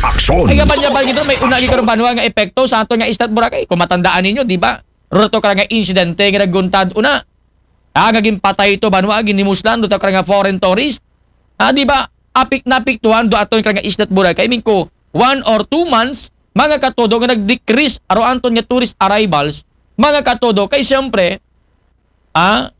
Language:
Aklanon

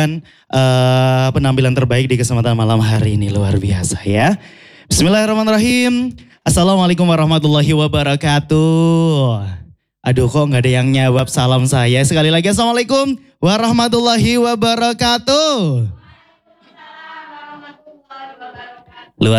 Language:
Indonesian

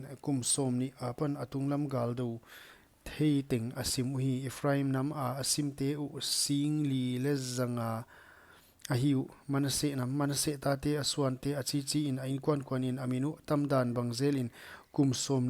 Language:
Paite Chin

